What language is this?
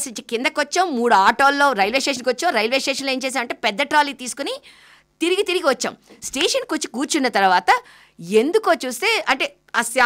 Telugu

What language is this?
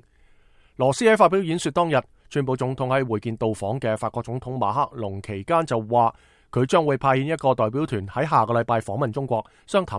Cantonese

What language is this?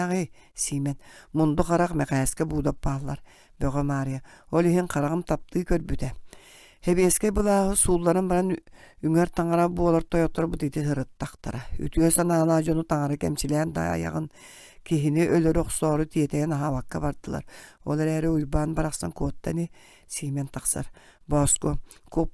Yakut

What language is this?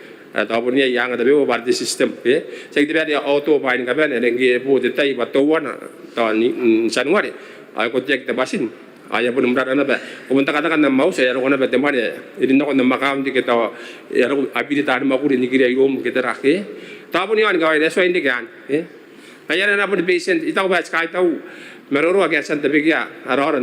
Gilbertese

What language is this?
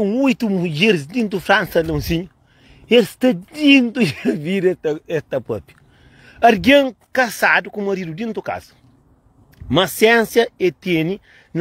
Kabuverdianu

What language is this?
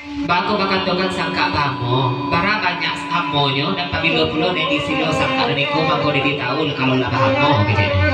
Minangkabau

